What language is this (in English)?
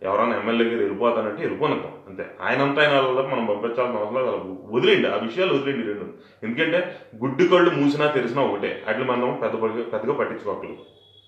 Telugu